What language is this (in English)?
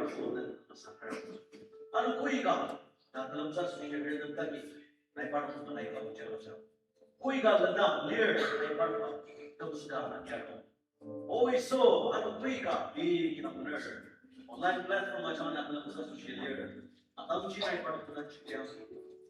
Ao Naga